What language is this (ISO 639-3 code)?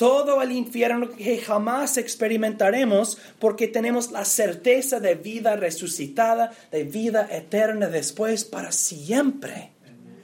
spa